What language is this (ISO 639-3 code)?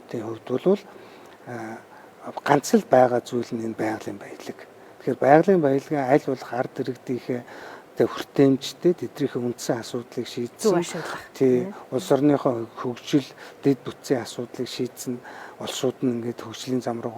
mon